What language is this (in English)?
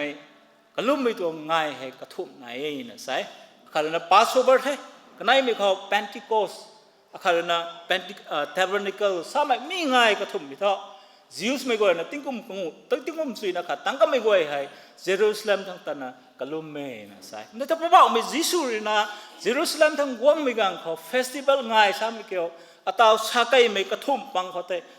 Rongmei Naga